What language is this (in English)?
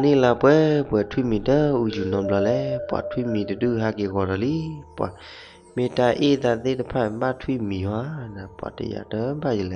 S'gaw Karen